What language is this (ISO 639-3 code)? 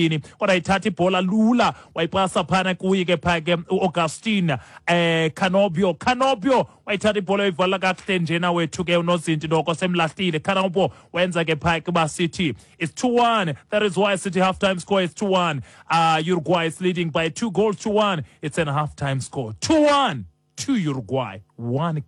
xho